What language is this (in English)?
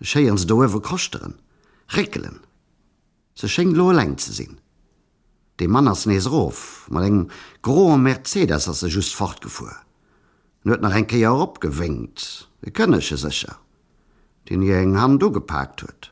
Luxembourgish